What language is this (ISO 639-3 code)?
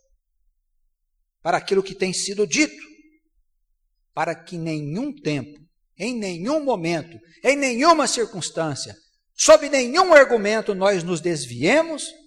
por